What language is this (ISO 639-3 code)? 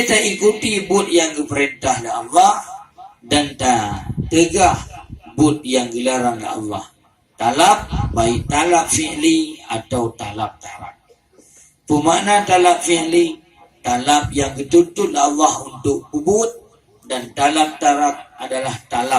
ace